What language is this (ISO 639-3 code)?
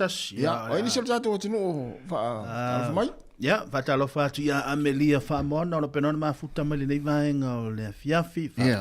smo